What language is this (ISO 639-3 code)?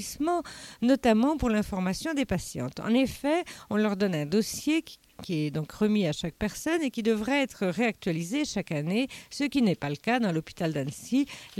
fra